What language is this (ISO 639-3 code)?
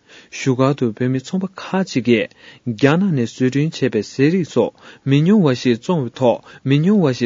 bod